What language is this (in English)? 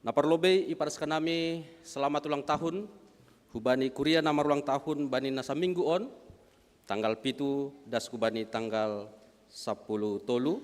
Batak Simalungun